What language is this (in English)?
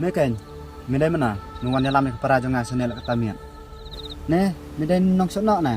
Khasi